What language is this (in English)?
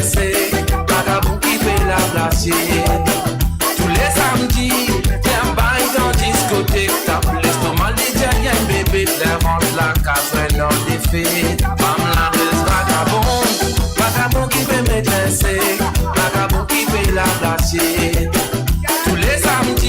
Morisyen